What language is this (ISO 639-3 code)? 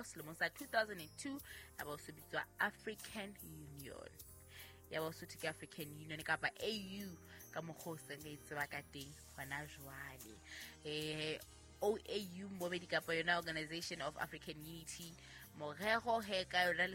sot